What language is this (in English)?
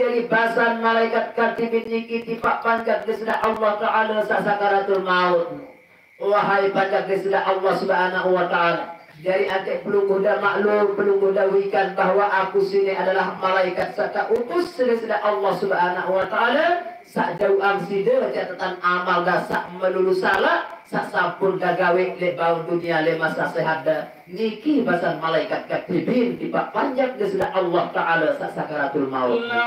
Sasak